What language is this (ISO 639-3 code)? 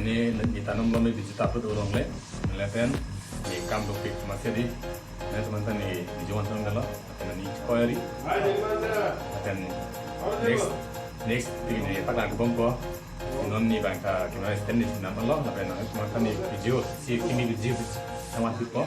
mjw